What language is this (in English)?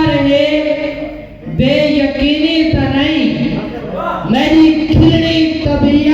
Saraiki